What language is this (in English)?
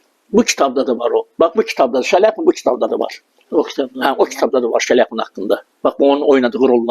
Azerbaijani